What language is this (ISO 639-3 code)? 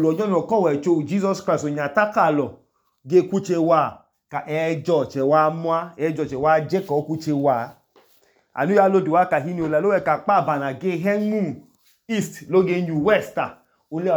idu